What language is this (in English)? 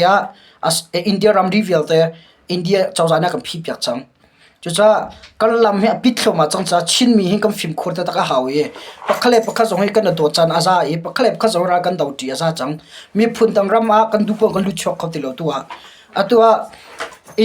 Hakha Chin